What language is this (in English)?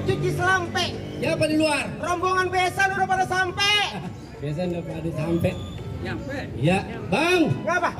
Betawi